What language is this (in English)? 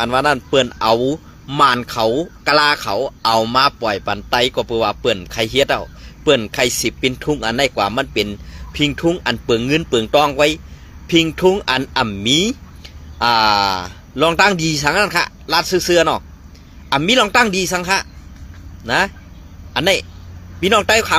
Shan